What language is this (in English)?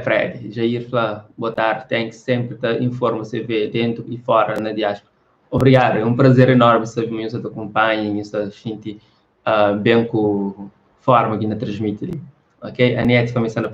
Kabuverdianu